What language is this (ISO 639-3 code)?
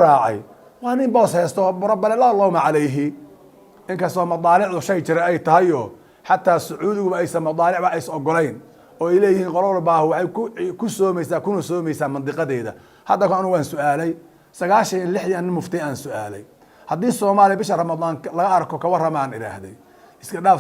som